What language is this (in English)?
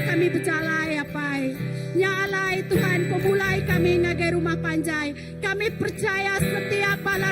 Iban